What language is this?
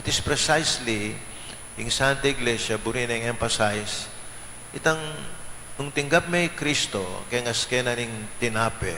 Pampanga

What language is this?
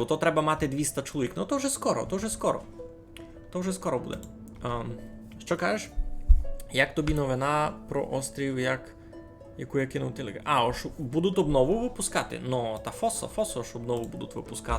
Rusyn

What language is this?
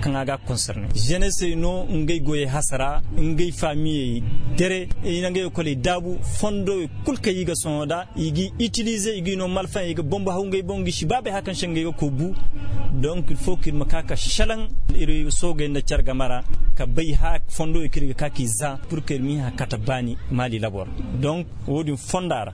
Zarma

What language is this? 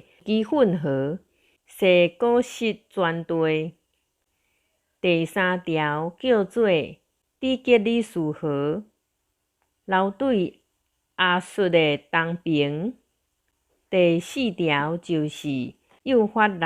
Min Nan Chinese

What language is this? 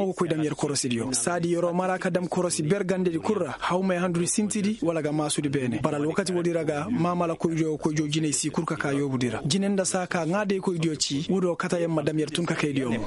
Koyraboro Senni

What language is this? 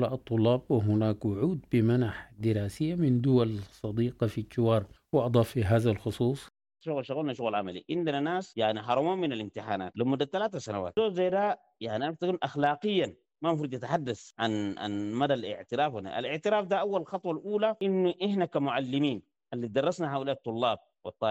Sudanese Arabic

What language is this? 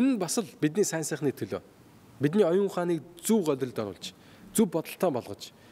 Mongolian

